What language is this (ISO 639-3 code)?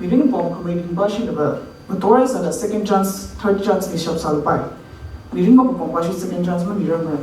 nmf